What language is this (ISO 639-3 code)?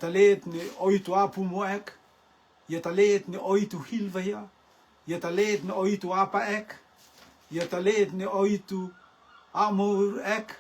rtm